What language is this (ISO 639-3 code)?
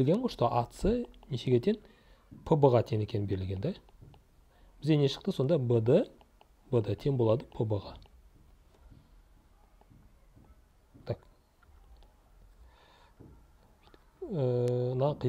kaz